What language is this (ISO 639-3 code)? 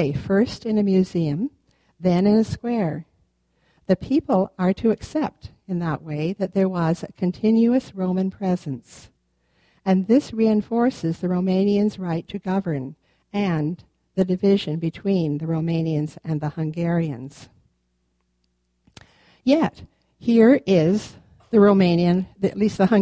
eng